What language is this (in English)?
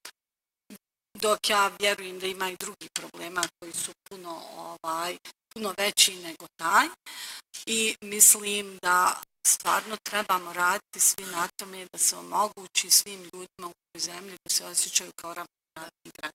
Bosnian